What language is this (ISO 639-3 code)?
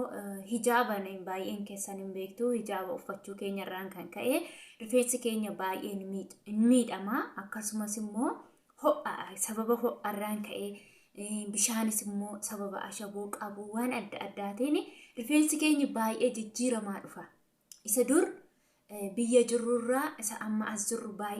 orm